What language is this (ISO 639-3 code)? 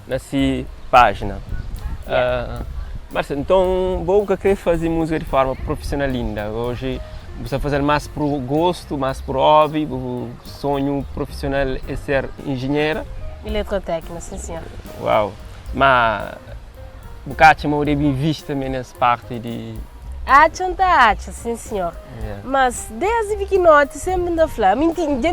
kea